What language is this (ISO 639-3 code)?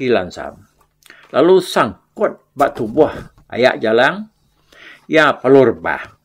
iba